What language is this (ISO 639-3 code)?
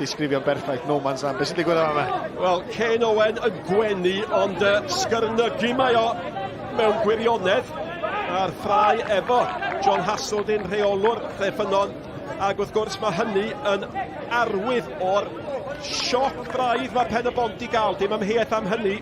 cym